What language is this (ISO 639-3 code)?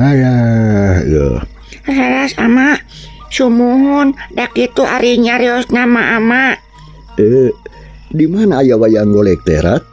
sun